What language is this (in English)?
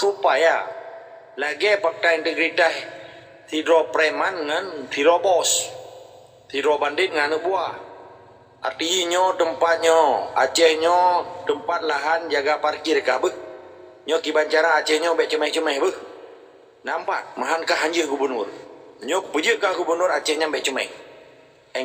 Achinese